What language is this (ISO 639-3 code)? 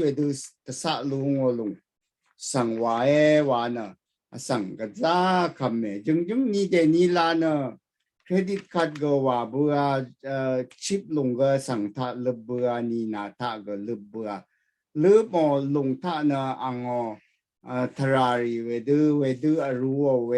raw